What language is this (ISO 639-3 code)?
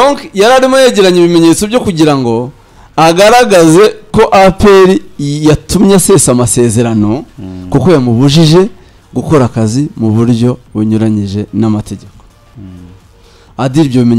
kin